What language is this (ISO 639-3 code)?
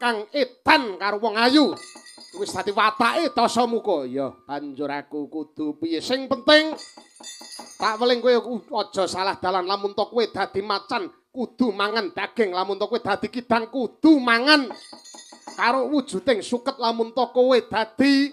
jav